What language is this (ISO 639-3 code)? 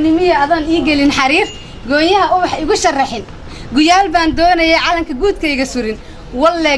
som